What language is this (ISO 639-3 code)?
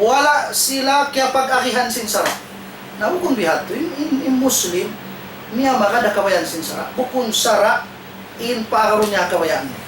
tsg